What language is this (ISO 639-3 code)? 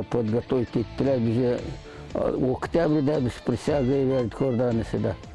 gag